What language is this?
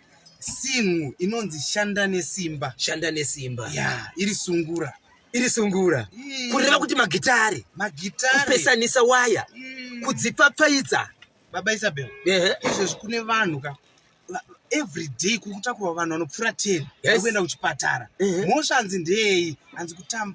Shona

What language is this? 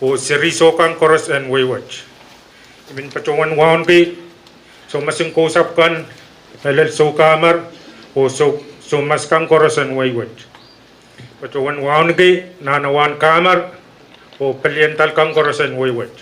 Pohnpeian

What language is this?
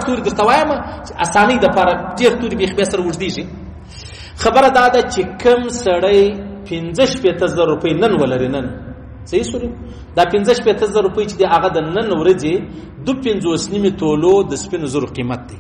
Pashto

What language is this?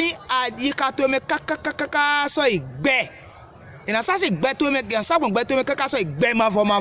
Fon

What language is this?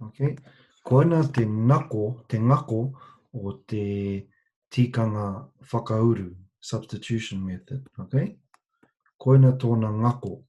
Māori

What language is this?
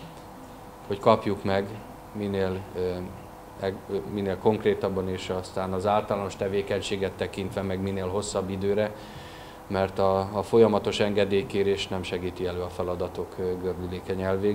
Hungarian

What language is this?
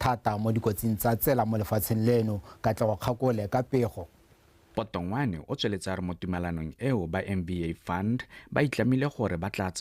Tswana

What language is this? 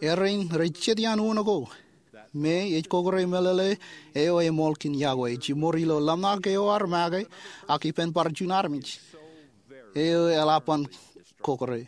Marshallese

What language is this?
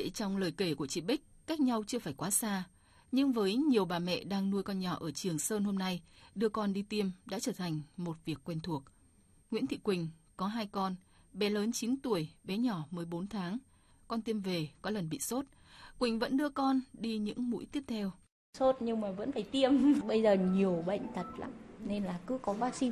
Vietnamese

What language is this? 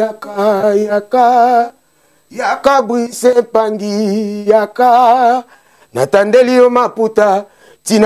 Lingala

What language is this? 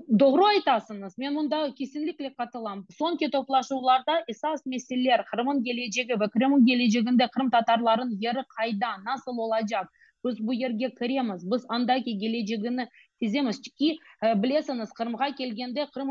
Crimean Tatar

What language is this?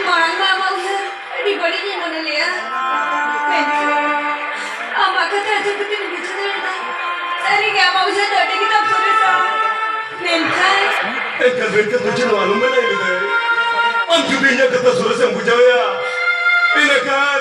Santali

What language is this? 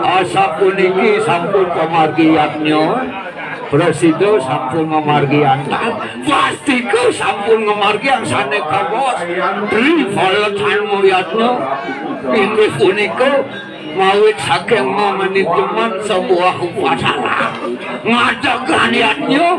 Balinese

